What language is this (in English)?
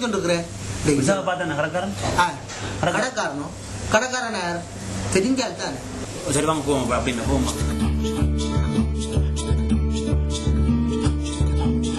Tamil